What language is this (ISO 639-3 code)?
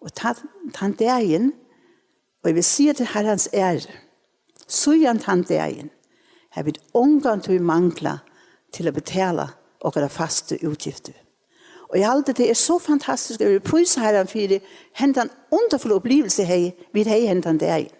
fao